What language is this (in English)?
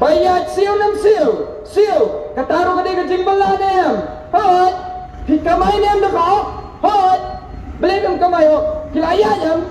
Khasi